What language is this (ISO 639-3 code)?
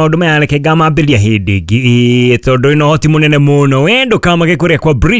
kik